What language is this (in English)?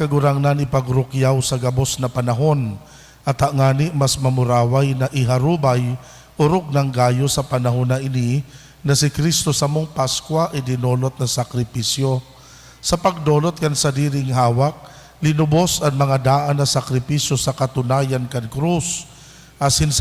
Bikol